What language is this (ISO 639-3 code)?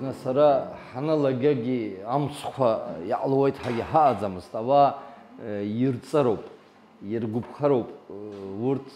abk